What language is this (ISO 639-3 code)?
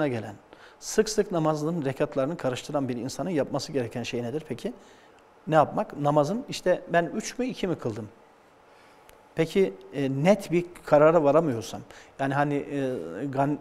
tur